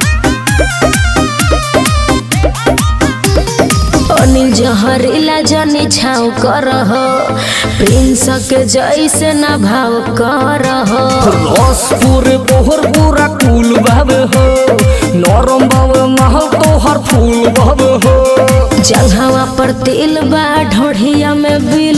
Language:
Bhojpuri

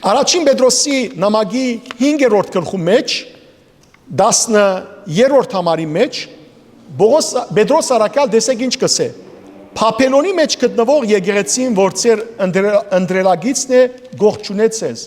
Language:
Western Armenian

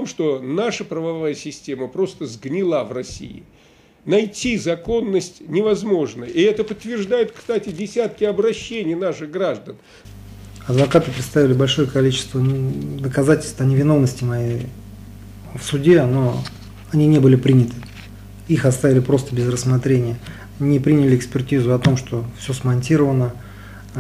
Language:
Russian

